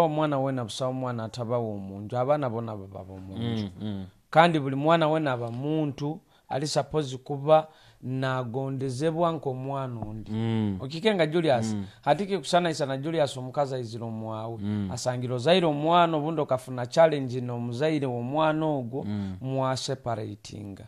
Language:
Nyoro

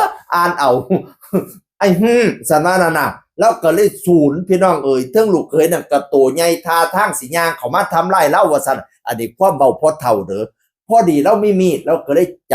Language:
Northeastern Thai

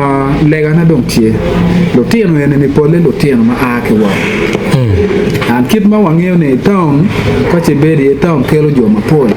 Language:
Acoli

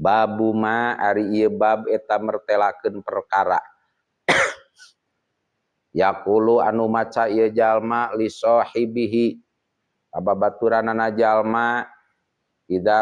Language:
Sundanese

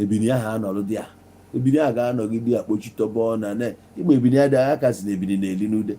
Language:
Igbo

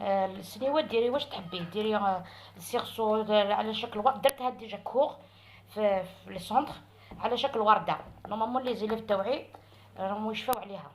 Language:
Algerian Arabic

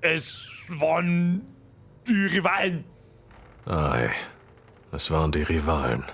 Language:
Bavarian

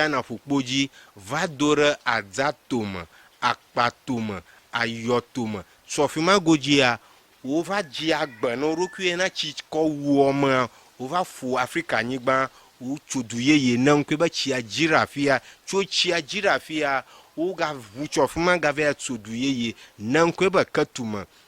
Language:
Ewe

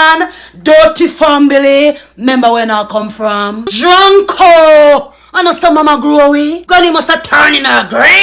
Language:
Jamaican Creole English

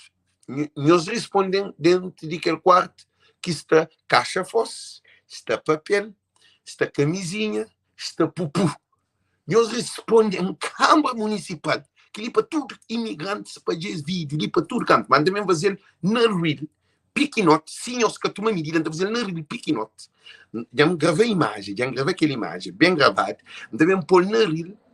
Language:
Kabuverdianu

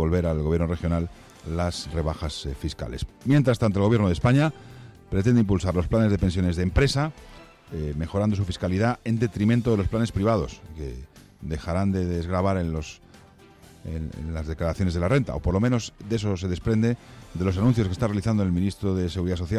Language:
Spanish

